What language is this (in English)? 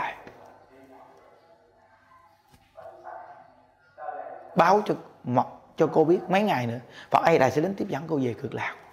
Vietnamese